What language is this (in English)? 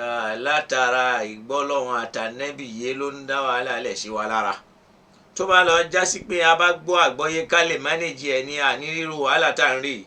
Yoruba